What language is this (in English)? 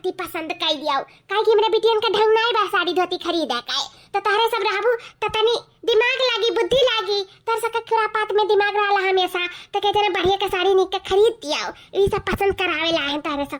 Awadhi